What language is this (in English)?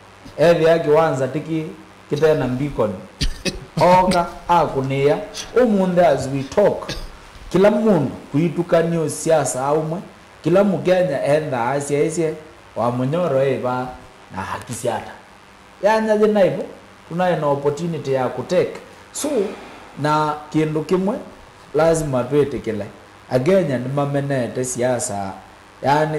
Kamba